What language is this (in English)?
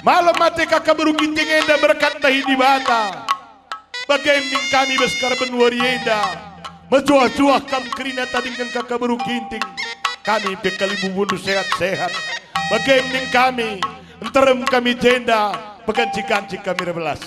Batak Karo